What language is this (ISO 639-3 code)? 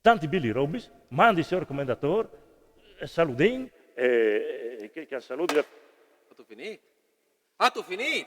fur